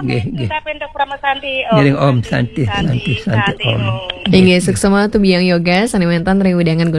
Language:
Balinese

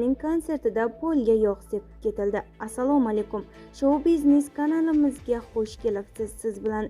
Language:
Uzbek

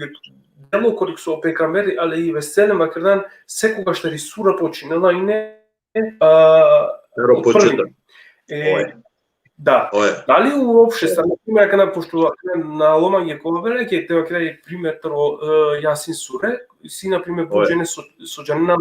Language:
Balkan Romani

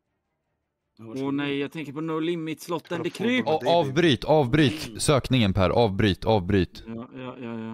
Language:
Swedish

